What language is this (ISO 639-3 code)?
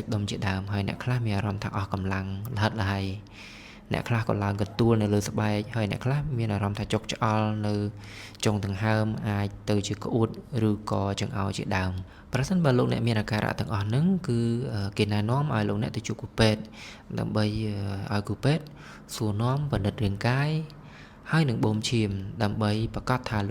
khm